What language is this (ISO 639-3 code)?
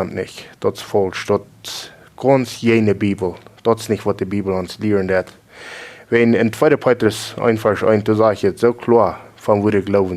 pdt